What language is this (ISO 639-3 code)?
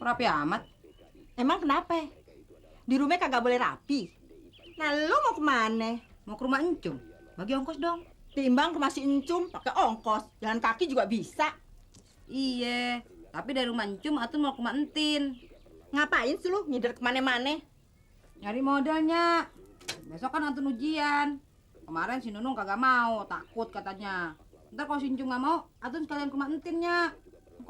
bew